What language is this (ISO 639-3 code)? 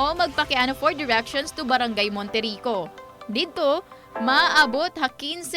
war